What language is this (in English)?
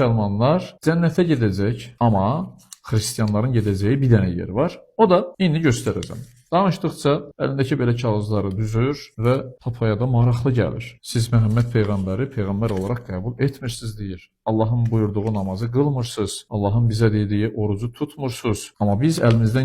Azerbaijani